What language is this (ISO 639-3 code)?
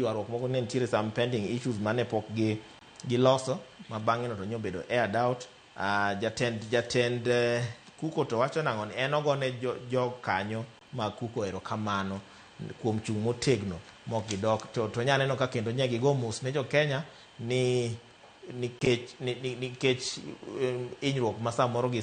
luo